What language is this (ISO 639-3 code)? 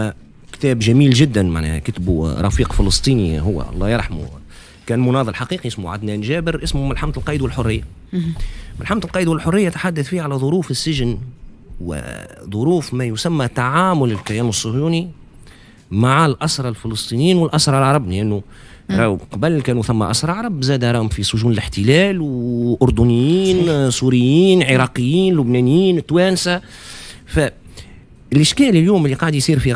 aeb